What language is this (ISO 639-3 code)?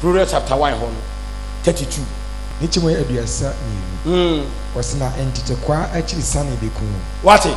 aka